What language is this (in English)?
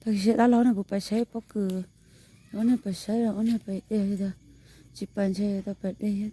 Hmong